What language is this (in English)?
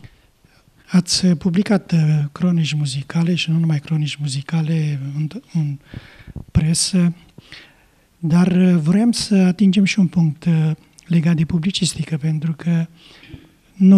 Romanian